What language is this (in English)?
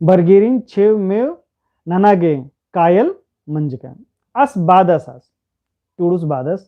Kurukh